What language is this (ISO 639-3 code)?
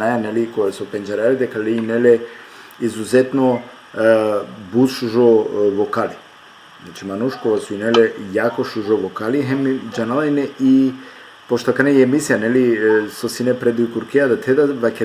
rmn